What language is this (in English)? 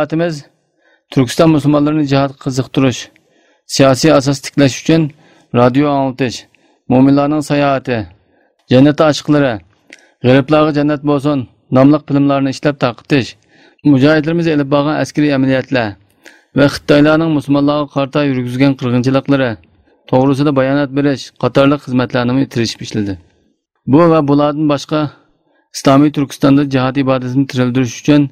Uyghur